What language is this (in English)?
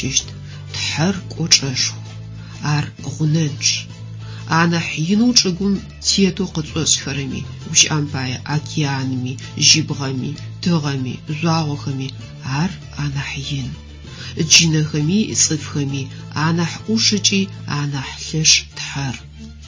Adyghe